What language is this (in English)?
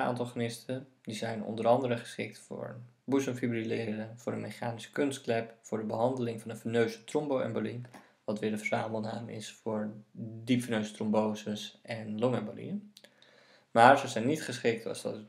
Dutch